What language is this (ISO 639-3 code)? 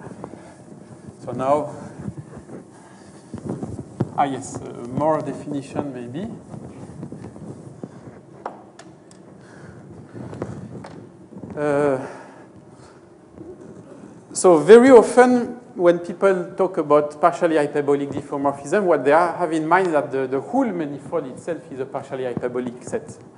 eng